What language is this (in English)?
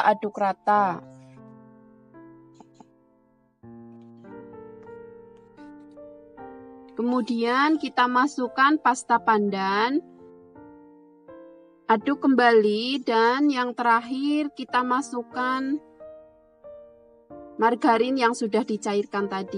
Indonesian